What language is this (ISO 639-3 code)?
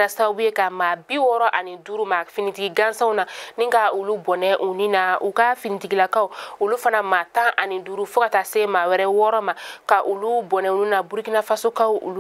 bam